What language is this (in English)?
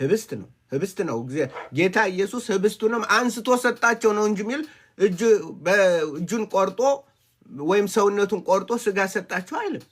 Amharic